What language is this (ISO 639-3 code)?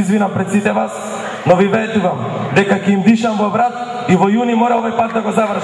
mkd